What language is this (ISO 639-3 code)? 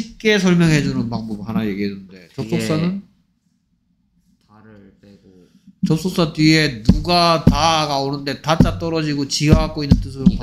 kor